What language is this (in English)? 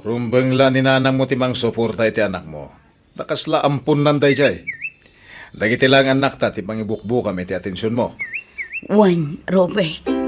Iloko